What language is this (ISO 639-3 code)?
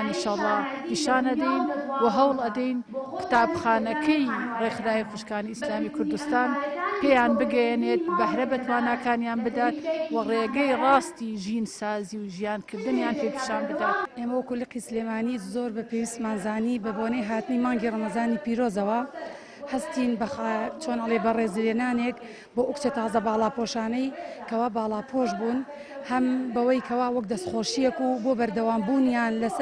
ckb